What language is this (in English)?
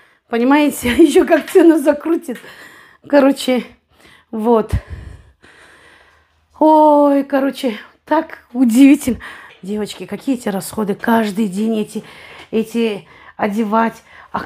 Russian